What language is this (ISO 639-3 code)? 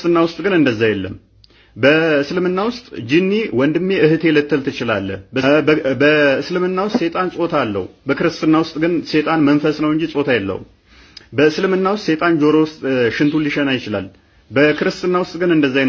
amh